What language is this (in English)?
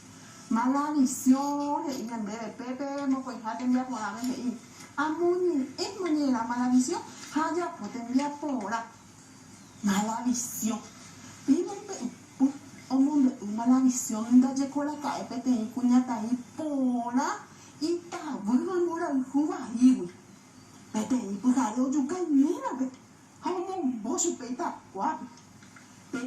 Guarani